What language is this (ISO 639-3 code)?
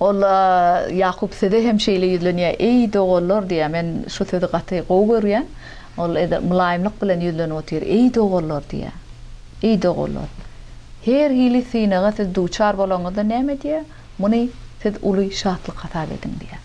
tuk